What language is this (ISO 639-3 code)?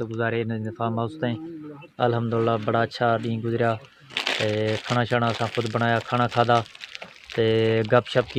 skr